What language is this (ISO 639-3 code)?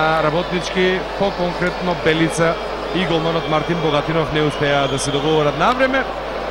mkd